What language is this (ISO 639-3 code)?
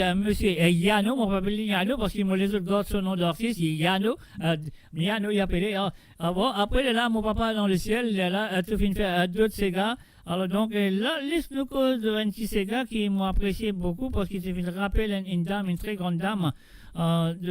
mfe